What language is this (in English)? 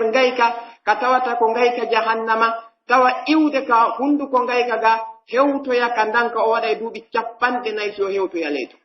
Pular